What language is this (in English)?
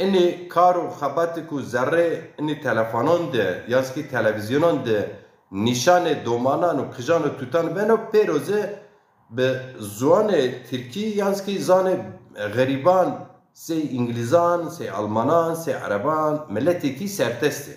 Zaza